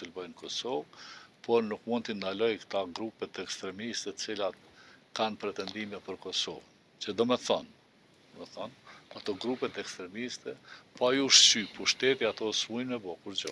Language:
Albanian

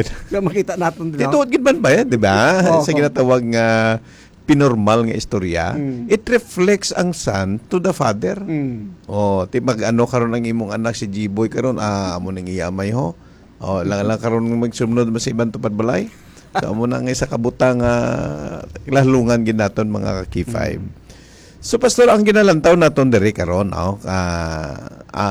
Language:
Hiligaynon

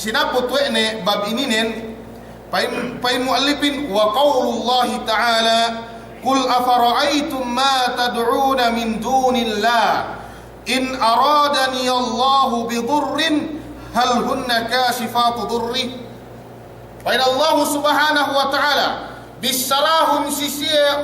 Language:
Yakan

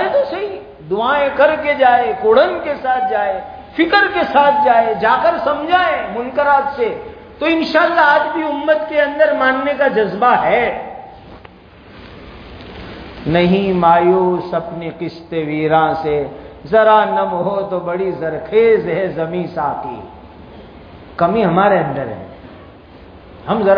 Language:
Urdu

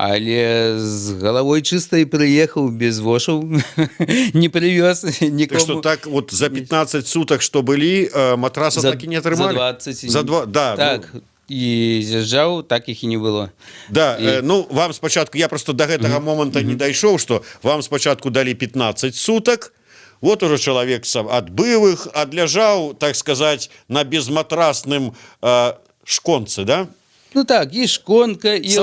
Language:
Belarusian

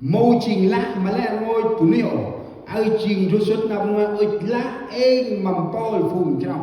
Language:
Central Mnong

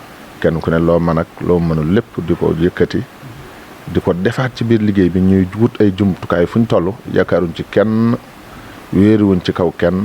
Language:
Wolof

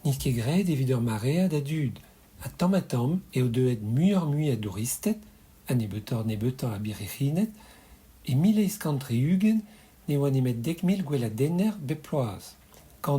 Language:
Breton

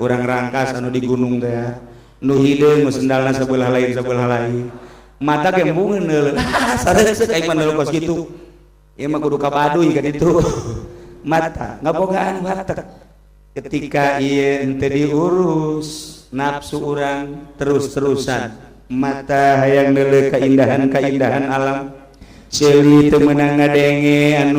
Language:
Sundanese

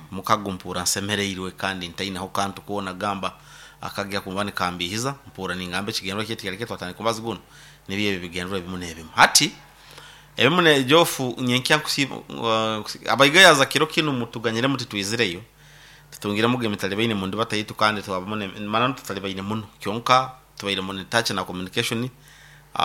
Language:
Nyoro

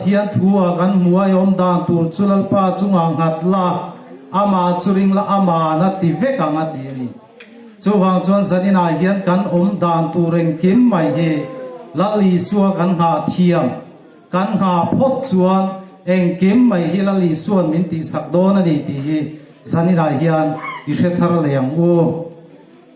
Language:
Hmar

